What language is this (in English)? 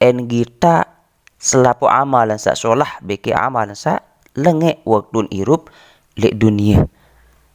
Sasak